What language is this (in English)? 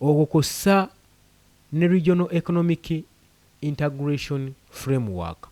Ganda